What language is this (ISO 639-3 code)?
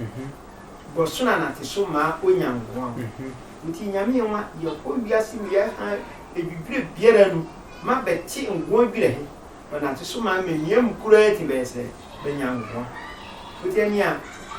sfw